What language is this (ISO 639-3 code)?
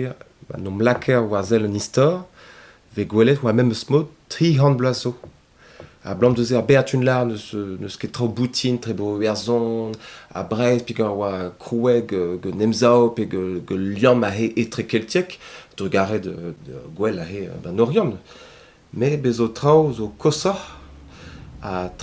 bre